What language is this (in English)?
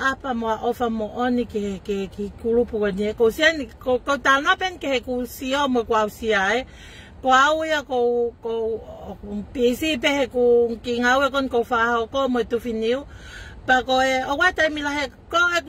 Tongan